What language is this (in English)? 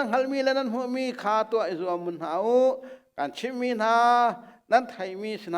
Hakha Chin